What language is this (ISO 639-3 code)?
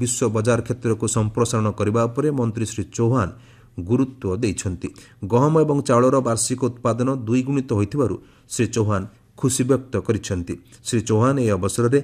ori